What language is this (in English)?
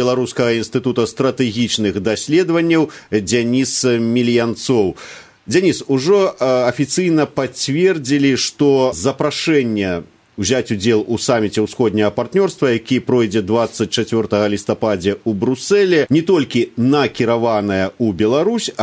Belarusian